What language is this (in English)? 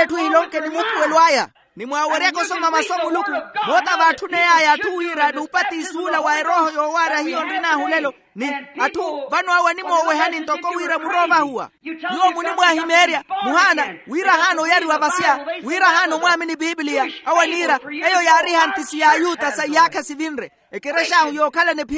Makhuwa